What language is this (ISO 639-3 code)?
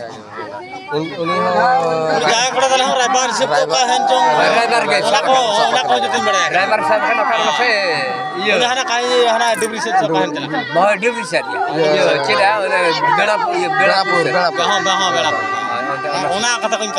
sat